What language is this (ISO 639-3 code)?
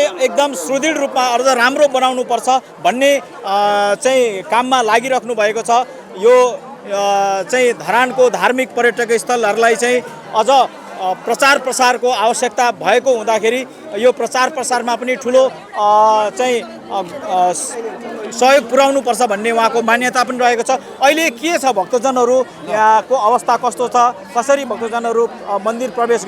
nep